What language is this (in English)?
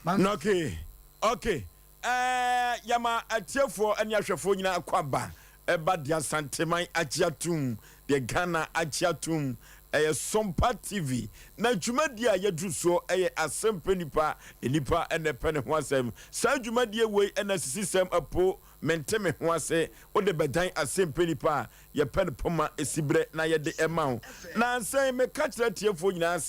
Akan